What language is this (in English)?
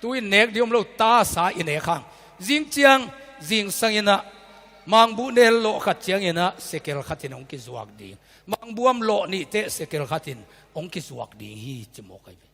Tedim Chin